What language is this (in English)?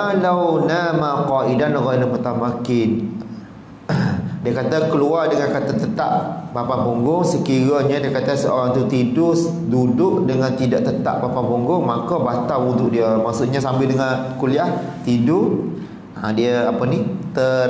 Malay